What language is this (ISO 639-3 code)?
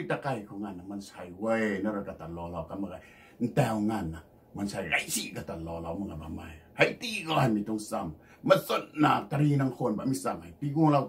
nbu